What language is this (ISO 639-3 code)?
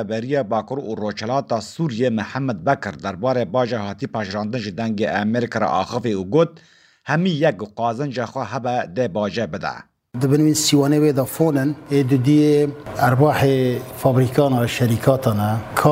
kur